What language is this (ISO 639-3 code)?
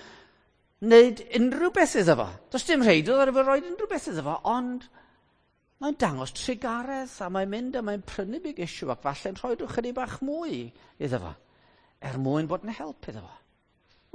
cym